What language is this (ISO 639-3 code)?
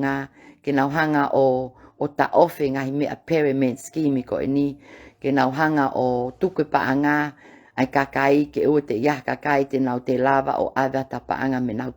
ton